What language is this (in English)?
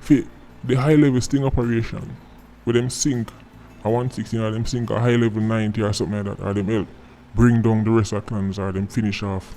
Jamaican Creole English